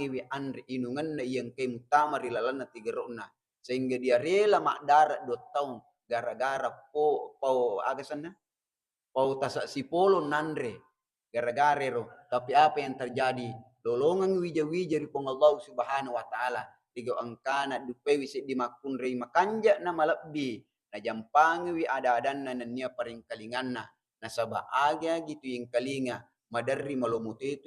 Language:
Buginese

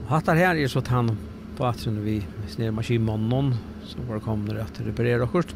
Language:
Faroese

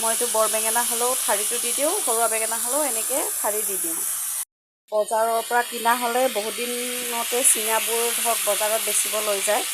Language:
Assamese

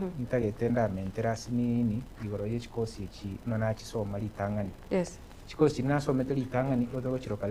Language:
Gusii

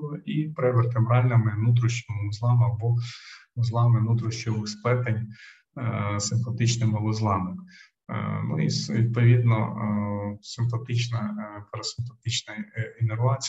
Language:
Ukrainian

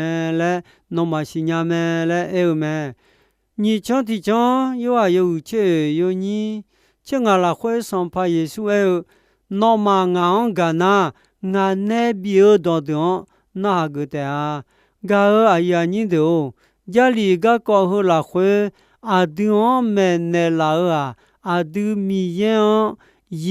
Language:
Akha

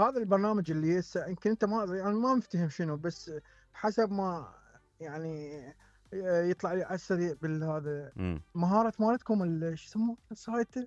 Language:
Mesopotamian Arabic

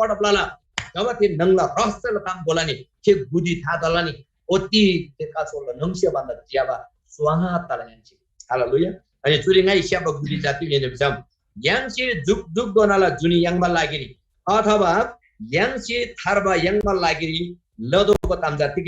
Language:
Eastern Tamang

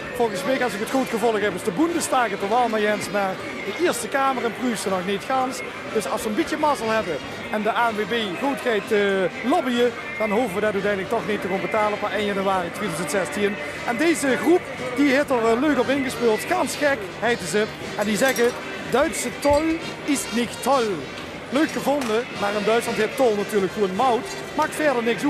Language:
Limburgish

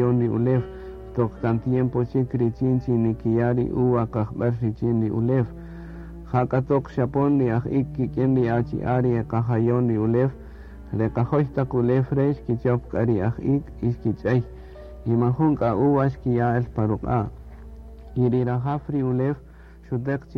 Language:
Kaqchikel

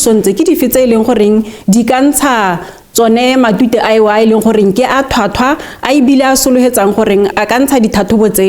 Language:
Tswana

